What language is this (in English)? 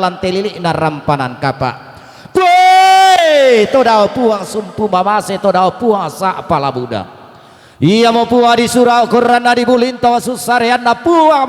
Toraja-Sa'dan